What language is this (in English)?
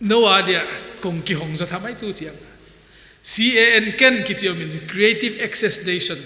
Paite Chin